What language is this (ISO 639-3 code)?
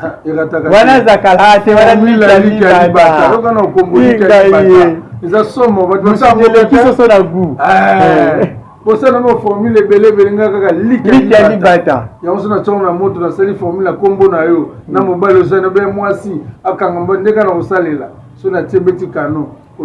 lin